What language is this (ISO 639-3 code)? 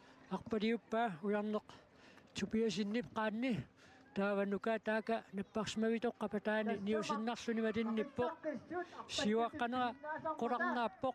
kal